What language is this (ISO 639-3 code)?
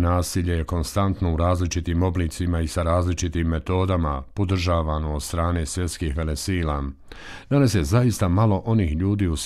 bos